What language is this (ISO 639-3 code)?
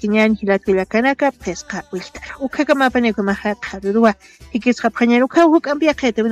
aym